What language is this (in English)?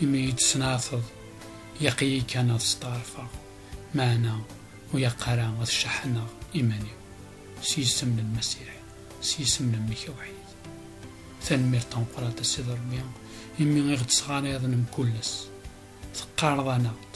Kabyle